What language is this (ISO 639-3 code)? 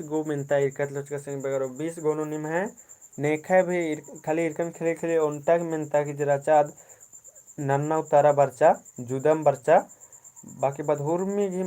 kru